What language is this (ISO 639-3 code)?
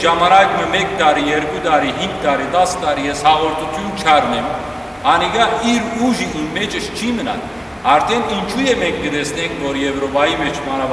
hyw